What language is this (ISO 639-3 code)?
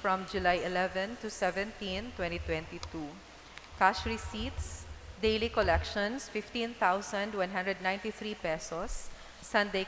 bik